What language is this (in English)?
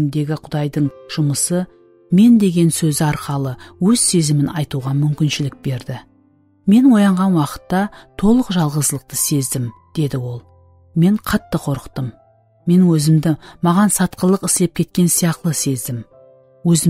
Kara-Kalpak